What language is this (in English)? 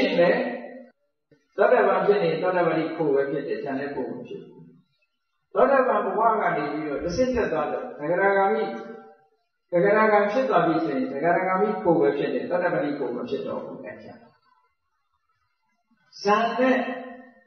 Burmese